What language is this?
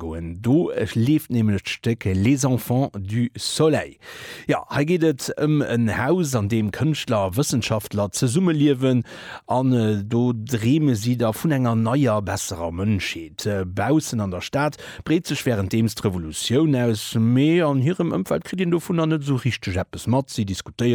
Luxembourgish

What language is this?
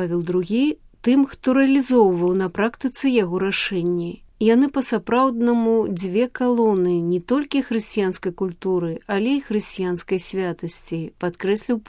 Belarusian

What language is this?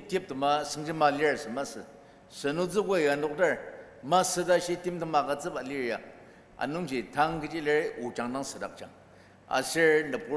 Ao Naga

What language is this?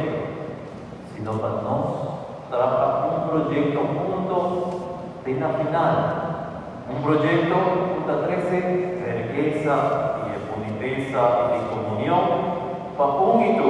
Papiamento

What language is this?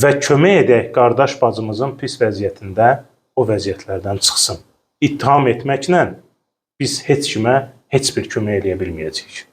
Azerbaijani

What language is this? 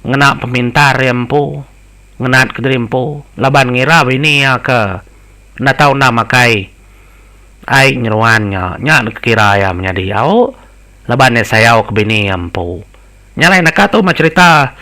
Iban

